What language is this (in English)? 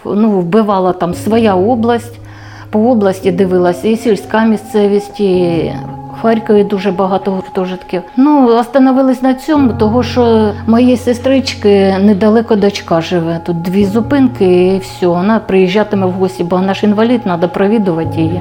Ukrainian